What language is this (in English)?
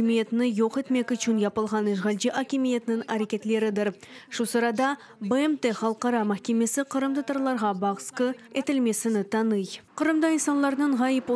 Crimean Tatar